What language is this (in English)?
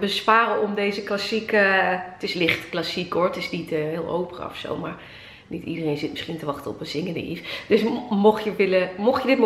Dutch